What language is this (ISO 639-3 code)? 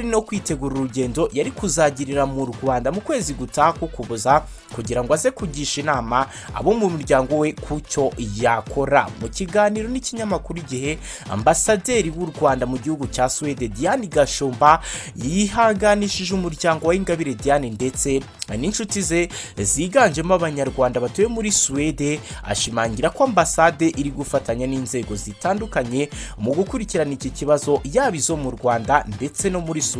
kin